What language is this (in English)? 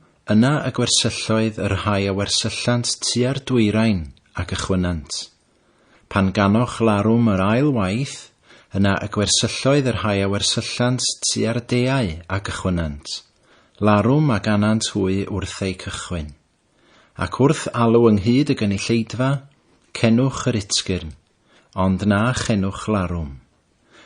Welsh